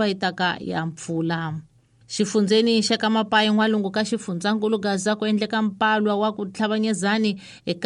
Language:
Tsonga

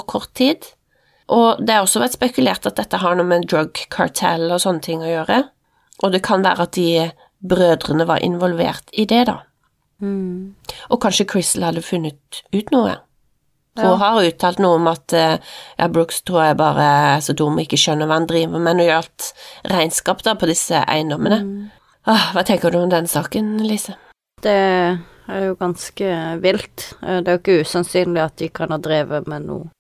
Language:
Norwegian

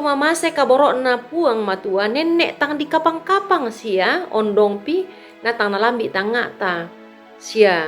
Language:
Toraja-Sa'dan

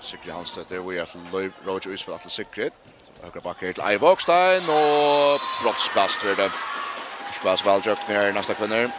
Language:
Faroese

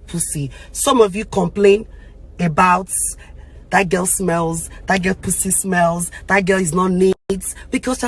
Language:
Nigerian Pidgin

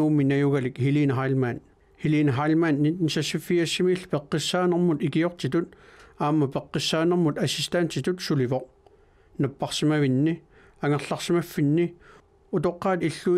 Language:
Kalaallisut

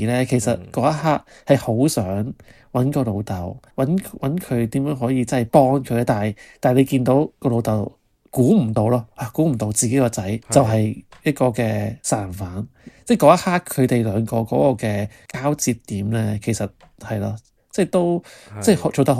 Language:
Cantonese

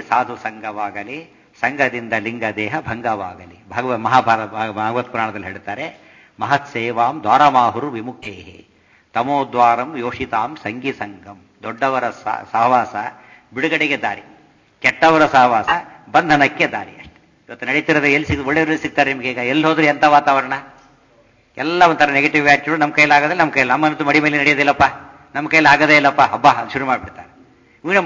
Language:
Kannada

